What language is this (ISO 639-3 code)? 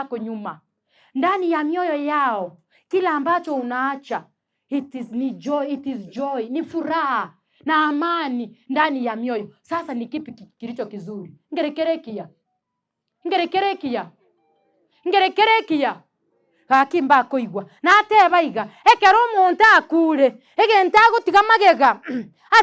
guz